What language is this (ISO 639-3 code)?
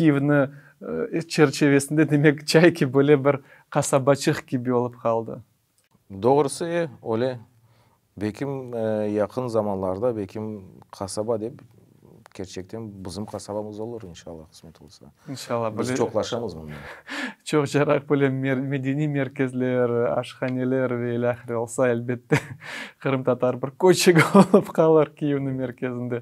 crh